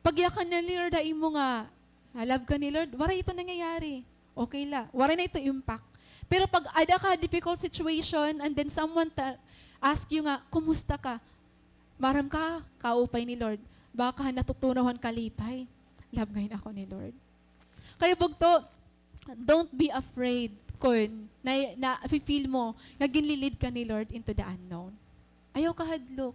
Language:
Waray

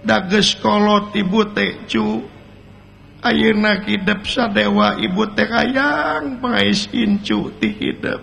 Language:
Sundanese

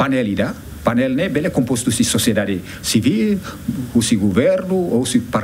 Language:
Tetum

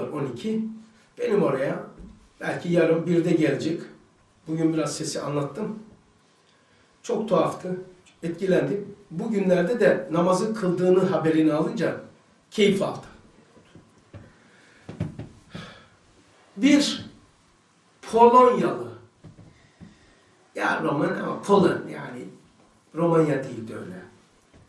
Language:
Turkish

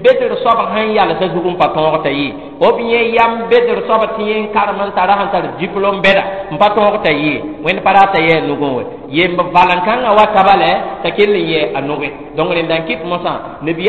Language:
Mossi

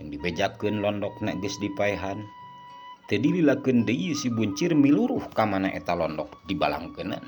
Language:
Sundanese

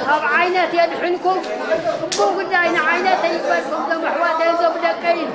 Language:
Tigrinya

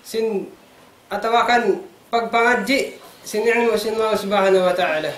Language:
Tausug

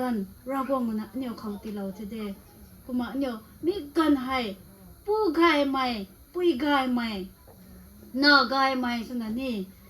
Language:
Rongmei Naga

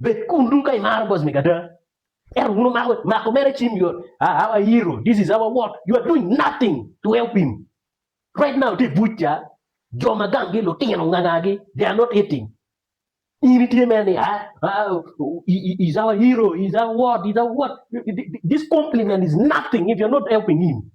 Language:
Acoli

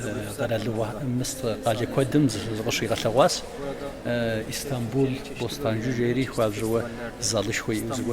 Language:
Kabardian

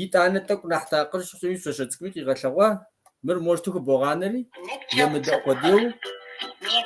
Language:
Kabardian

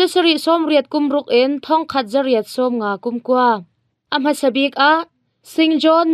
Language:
Hakha Chin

